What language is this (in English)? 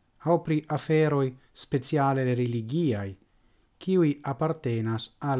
Esperanto